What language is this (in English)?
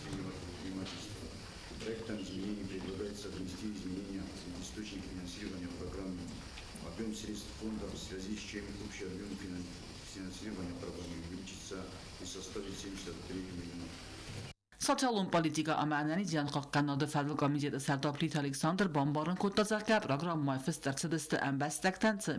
Ossetic